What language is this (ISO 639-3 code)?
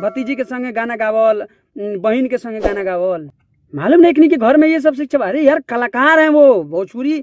bho